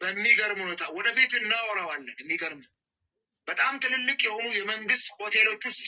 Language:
Amharic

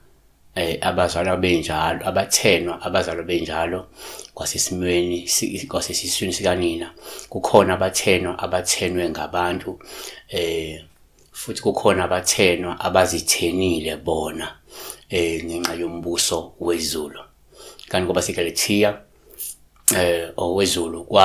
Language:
Zulu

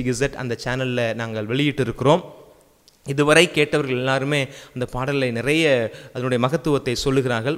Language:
Tamil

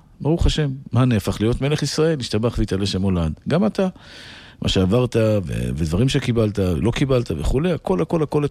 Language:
Hebrew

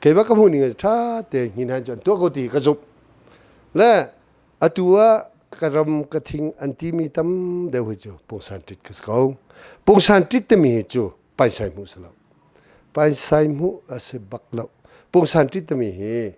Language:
Hakha Chin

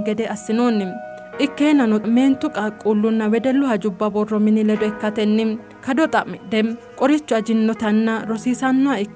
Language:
Sidamo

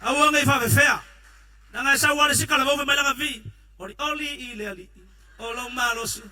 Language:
Samoan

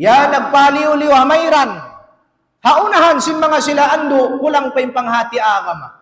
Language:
Tausug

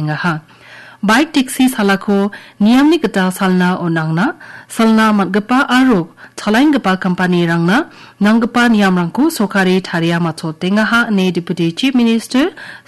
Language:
Garo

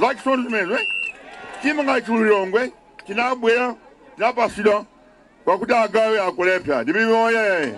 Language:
Nyanja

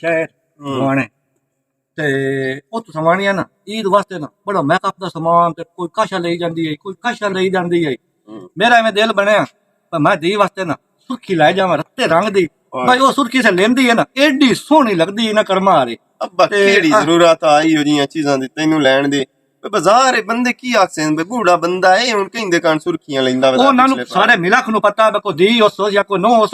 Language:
Western Panjabi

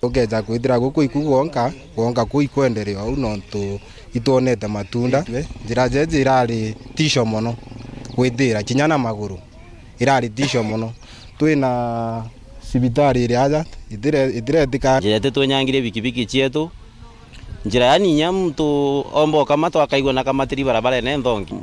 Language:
Meru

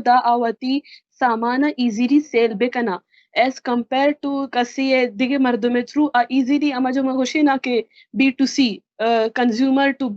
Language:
Baluchi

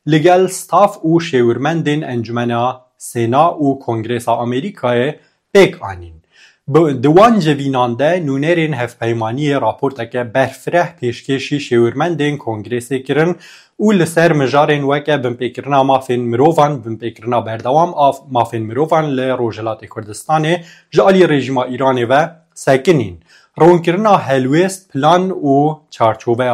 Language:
Kurdish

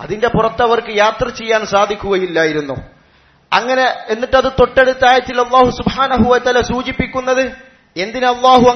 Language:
Malayalam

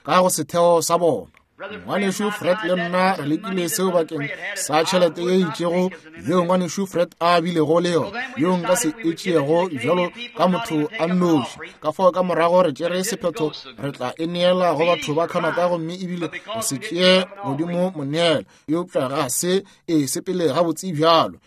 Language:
Northern Sotho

